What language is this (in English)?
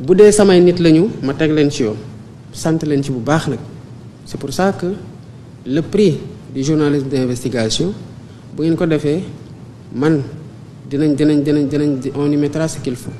Wolof